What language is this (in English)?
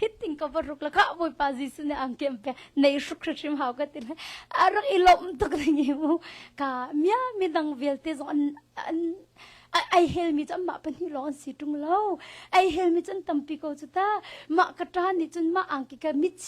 Hakha Chin